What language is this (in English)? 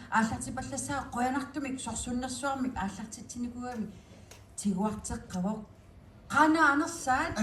Kalaallisut